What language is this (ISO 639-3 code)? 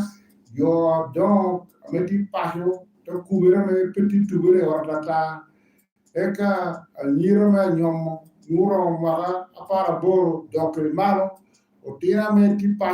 laj